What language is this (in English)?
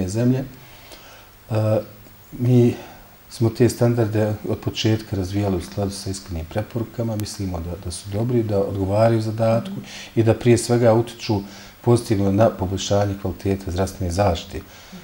Bosnian